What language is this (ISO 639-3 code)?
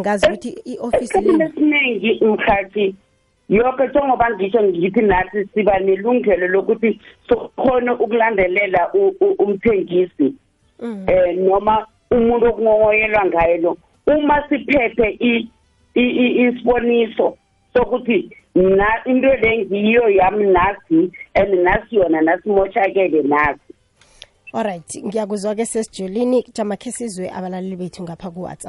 nbl